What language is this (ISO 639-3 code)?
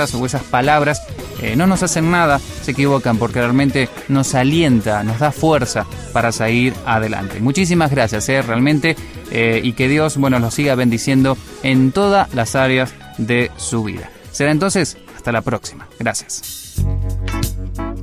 spa